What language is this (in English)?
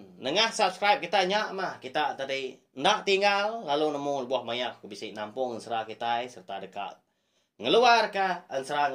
Iban